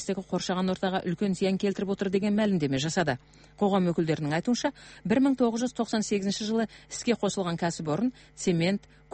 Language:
Kazakh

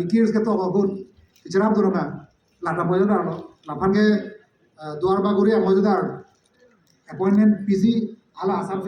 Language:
Karbi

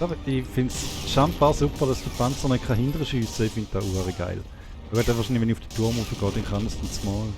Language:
Swiss German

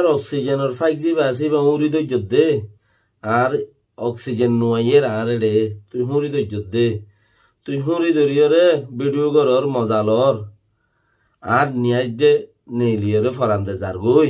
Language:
Rohingya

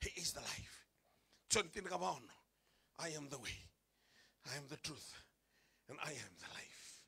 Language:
Fijian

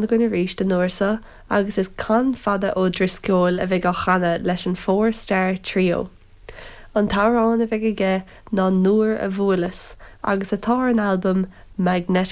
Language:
Irish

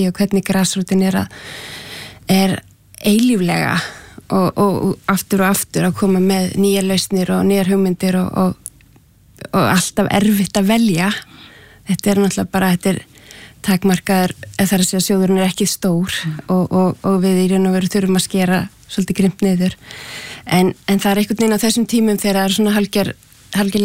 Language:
Icelandic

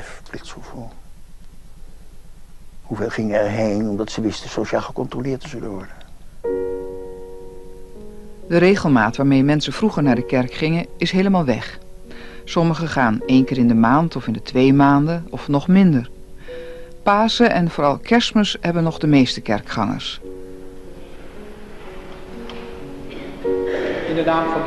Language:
Dutch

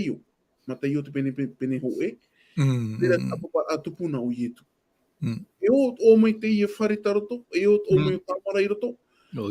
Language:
Tahitian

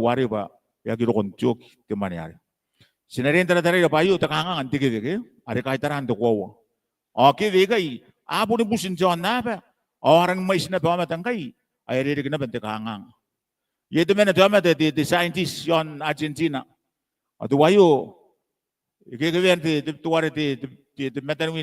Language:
Gilbertese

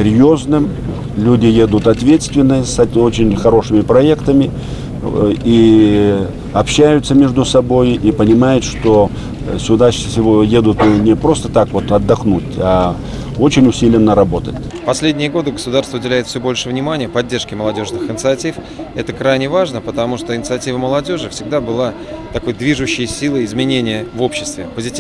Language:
Russian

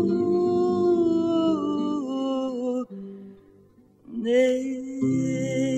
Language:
Italian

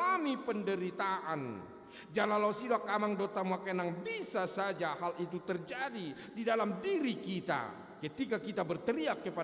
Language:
Batak Toba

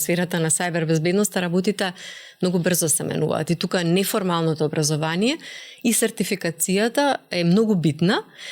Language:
Macedonian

